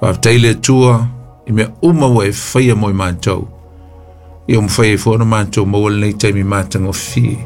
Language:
Samoan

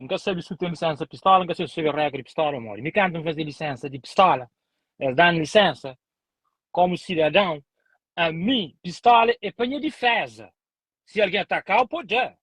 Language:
Kabuverdianu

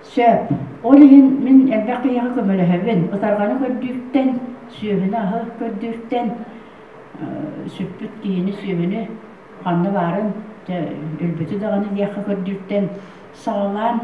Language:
Yakut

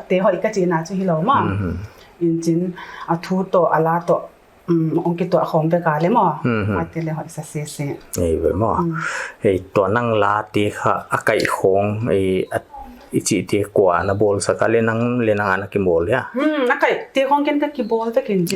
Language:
Paite Chin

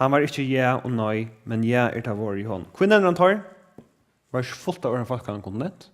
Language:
Faroese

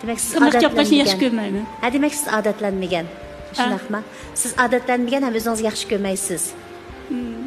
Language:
Uyghur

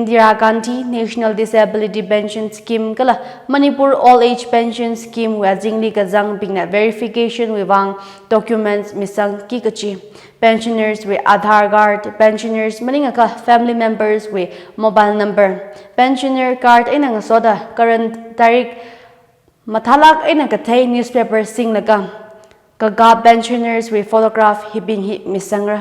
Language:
Tangkhul Naga (India)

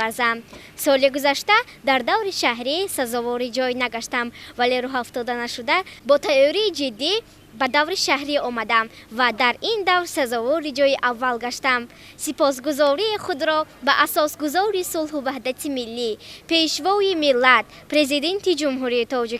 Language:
Tajik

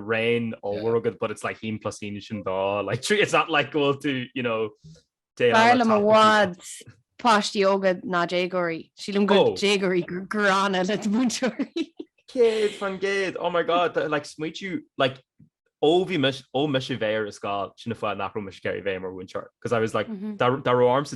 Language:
Irish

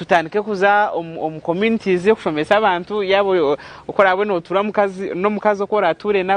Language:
Nyankole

